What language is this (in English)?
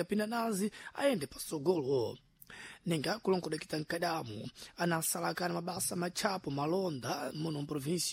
Sena